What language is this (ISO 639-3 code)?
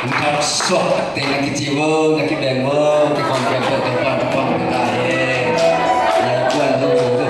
ctd